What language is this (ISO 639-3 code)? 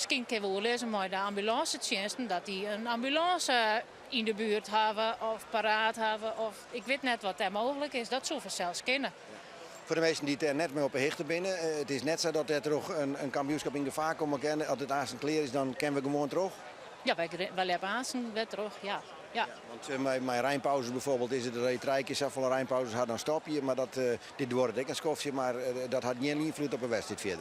fry